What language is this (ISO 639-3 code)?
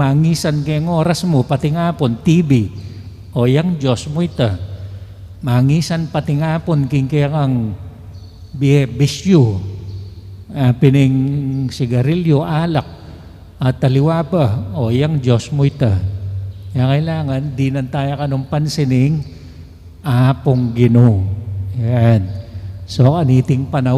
pam